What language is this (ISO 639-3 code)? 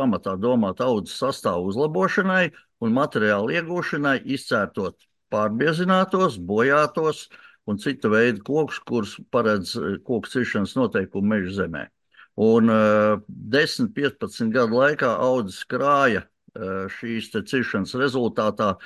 lav